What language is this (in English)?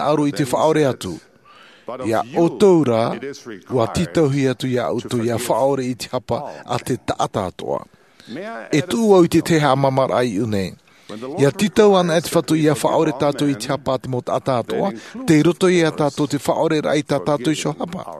Tahitian